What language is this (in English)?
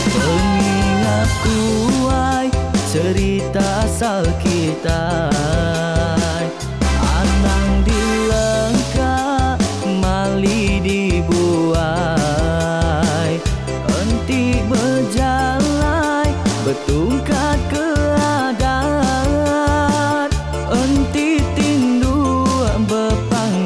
Iban